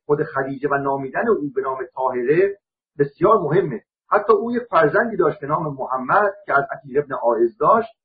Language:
Persian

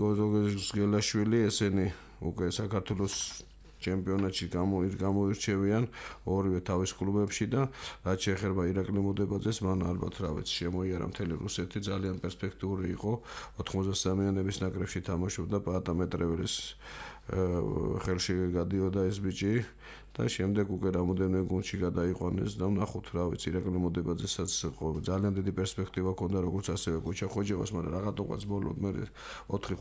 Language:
Georgian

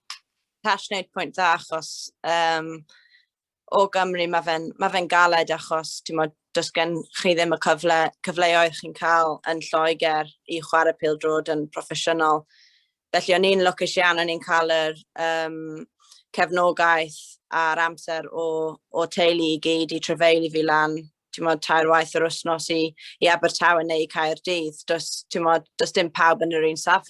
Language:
Welsh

